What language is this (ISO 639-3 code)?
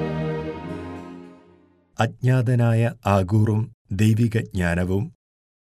mal